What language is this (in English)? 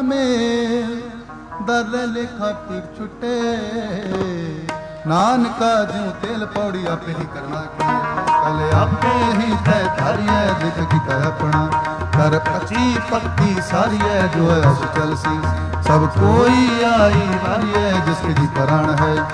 Punjabi